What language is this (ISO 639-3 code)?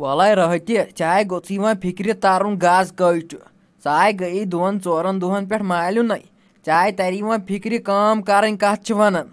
kas